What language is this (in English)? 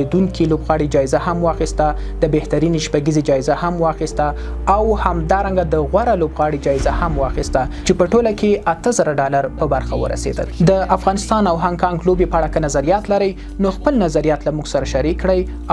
Pashto